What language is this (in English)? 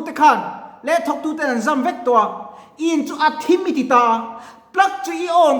Mizo